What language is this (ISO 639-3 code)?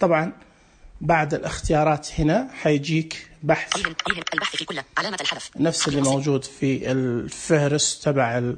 ars